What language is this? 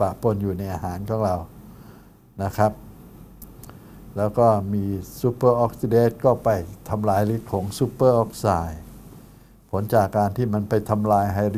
Thai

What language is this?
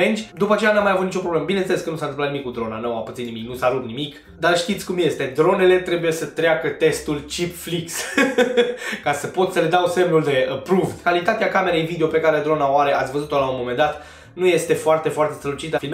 Romanian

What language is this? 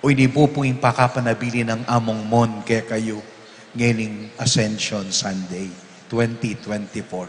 Pampanga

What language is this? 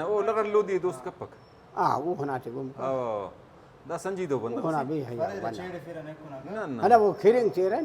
Brahui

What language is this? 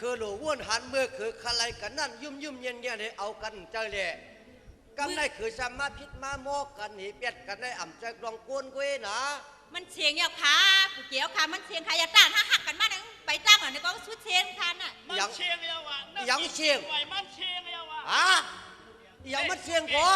Shan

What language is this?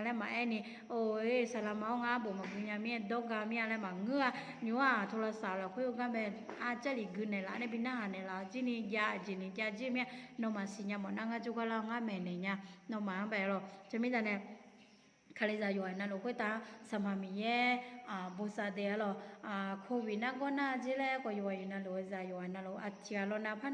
Akha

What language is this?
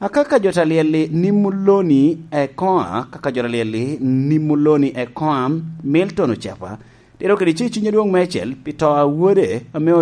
Lango (Uganda)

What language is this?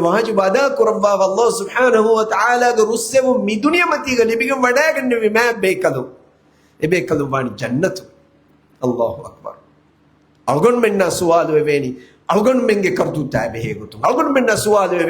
Divehi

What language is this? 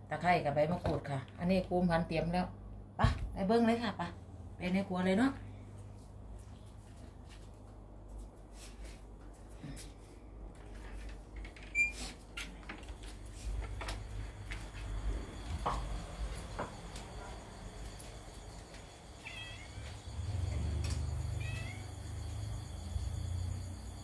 Thai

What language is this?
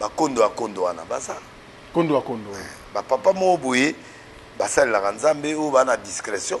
Lingala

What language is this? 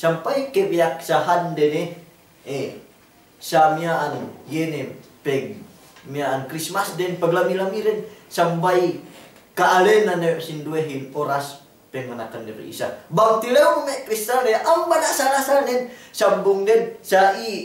Yakan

